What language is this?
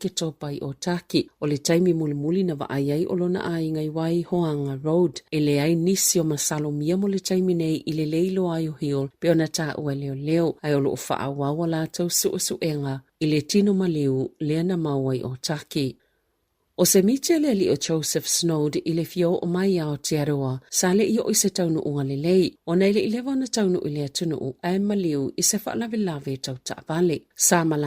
Samoan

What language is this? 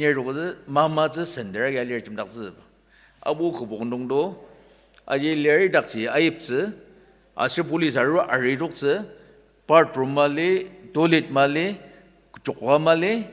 Ao Naga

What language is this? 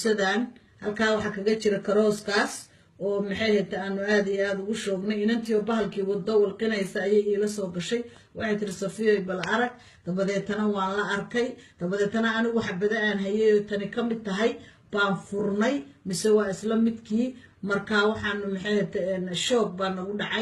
Somali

